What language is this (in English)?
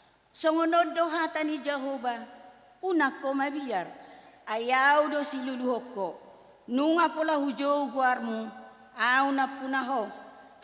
Batak Toba